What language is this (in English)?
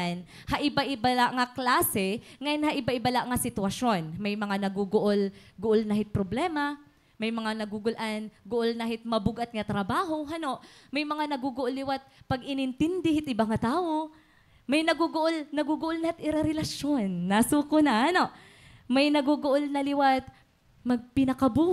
Waray